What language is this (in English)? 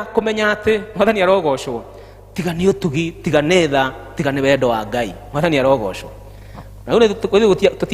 Kikuyu